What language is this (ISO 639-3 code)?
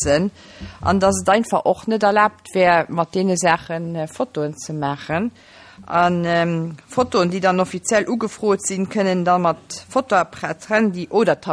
ltz